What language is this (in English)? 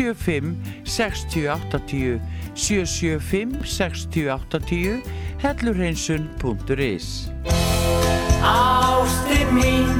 Icelandic